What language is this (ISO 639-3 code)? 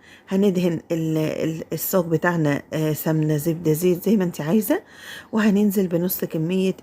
arz